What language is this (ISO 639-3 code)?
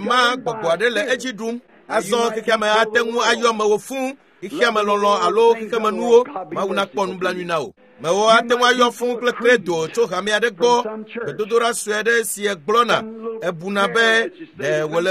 ewe